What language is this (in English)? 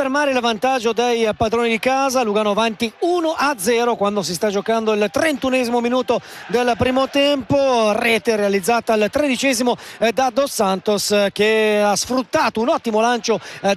Italian